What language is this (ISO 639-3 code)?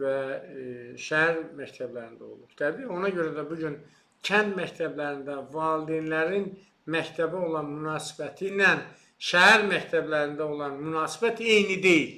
aze